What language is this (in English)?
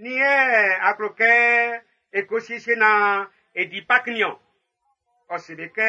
Baoulé